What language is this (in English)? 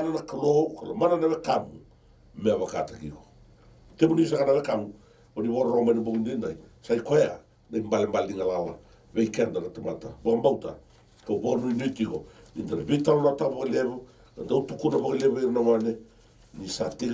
Fijian